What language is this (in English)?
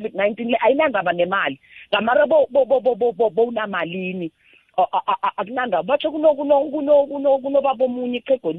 South Ndebele